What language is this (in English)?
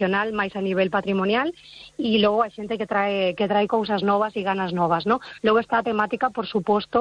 Galician